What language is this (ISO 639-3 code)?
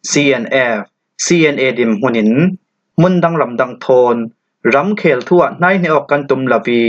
cfm